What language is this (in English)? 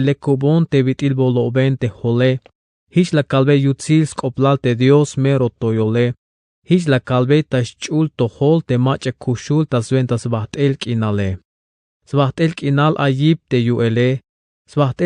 Tzeltal